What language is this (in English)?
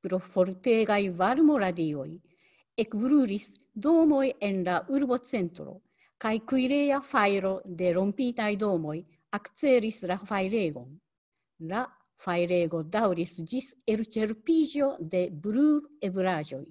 Esperanto